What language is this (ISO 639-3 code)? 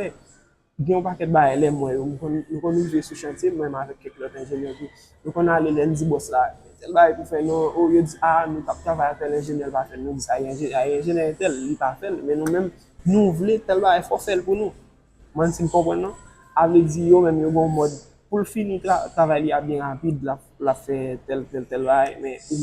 hat